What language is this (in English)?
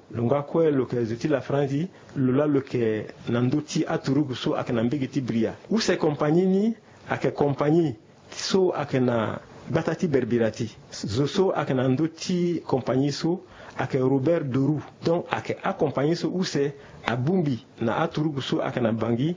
Sango